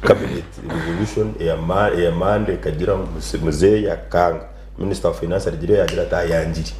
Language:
Nyankole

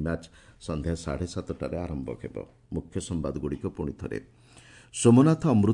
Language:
Odia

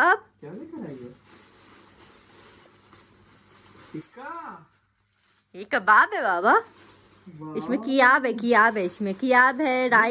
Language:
Hindi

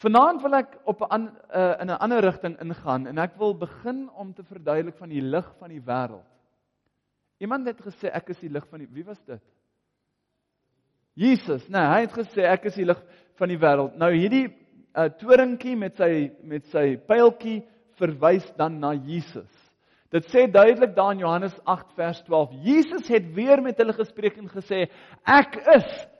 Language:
Afrikaans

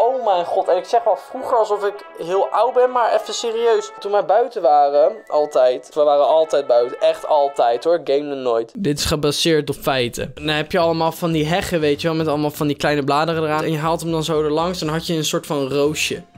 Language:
Dutch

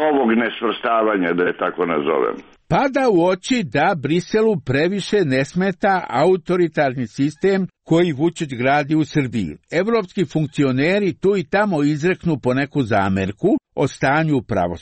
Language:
Serbian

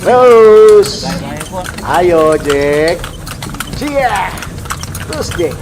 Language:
Manado Malay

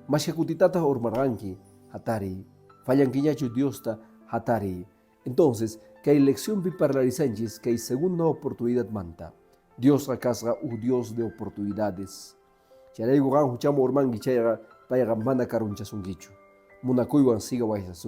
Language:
Quechua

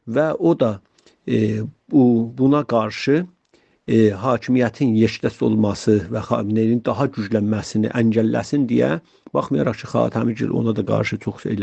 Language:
South Azerbaijani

